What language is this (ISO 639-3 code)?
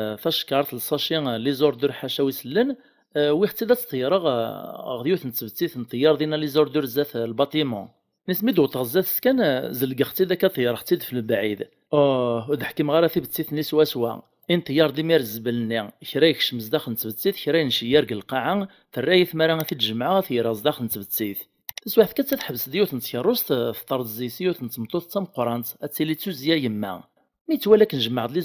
kab